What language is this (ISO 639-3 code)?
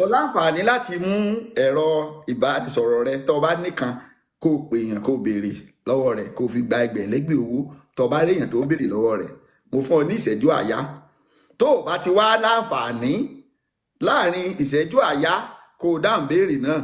yor